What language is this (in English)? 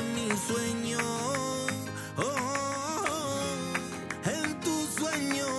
Spanish